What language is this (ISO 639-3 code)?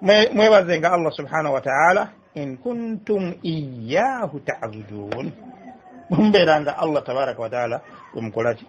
lug